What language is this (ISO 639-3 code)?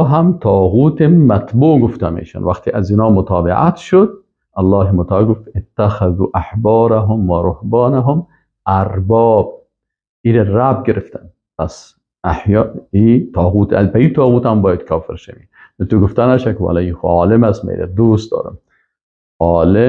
fas